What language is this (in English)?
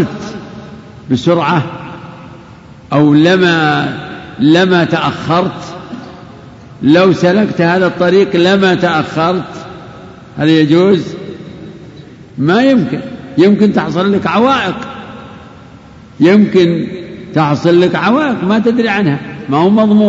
Arabic